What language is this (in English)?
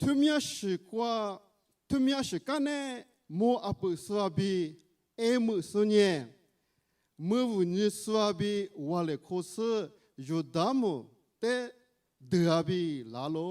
Lisu